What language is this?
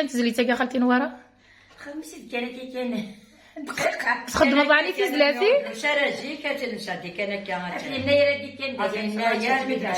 Kabyle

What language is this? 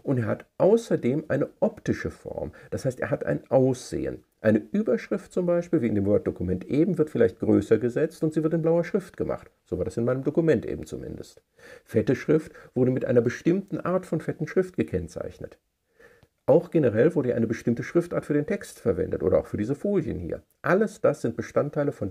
German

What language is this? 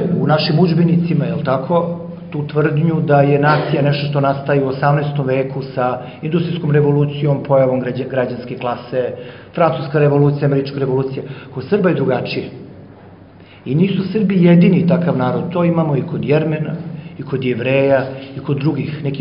Serbian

